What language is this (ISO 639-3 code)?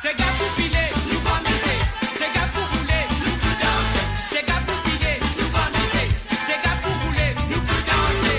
mfe